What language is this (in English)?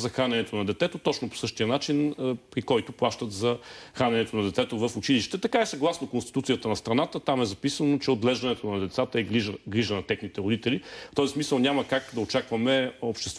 Bulgarian